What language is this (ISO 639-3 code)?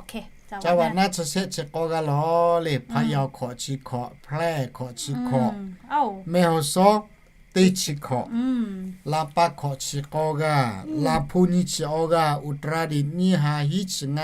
lhu